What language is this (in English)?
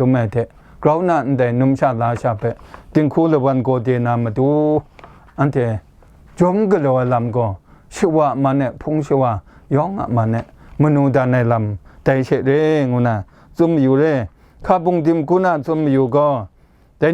Kachin